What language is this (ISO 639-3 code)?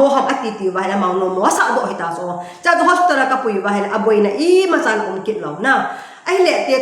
tcz